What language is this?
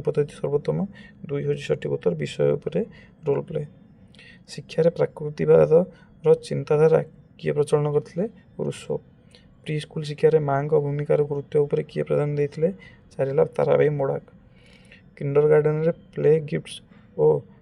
Odia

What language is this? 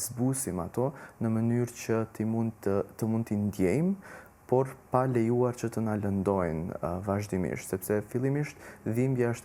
Albanian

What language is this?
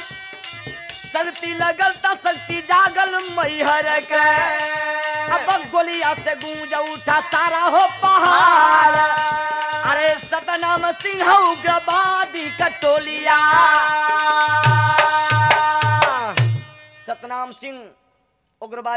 Bhojpuri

